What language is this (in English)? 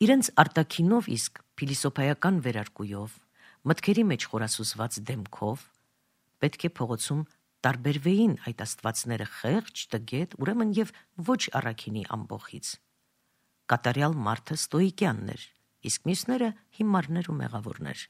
Armenian